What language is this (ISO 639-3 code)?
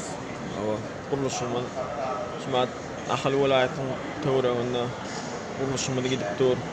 tuk